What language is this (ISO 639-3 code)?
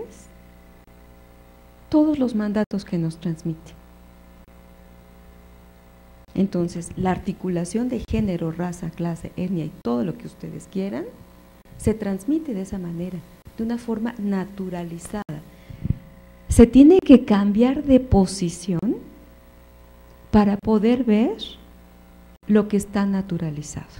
spa